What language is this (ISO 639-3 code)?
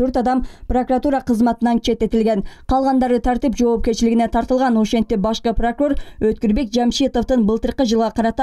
kir